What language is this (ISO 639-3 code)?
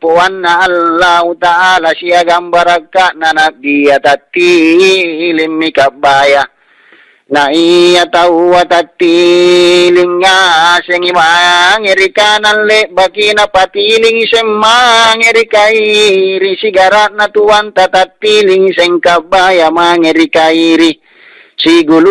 mak